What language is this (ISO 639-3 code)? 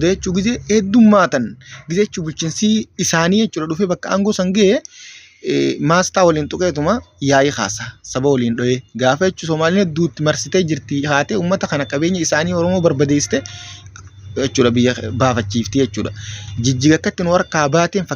orm